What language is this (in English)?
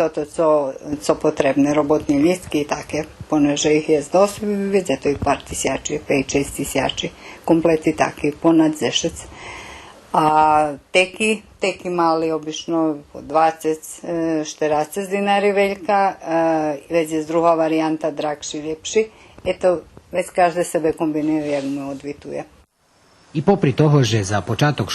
Rusyn